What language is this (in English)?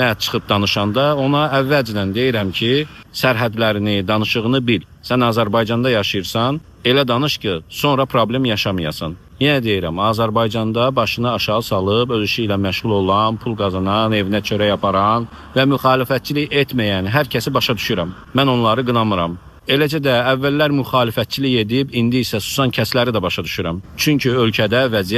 Azerbaijani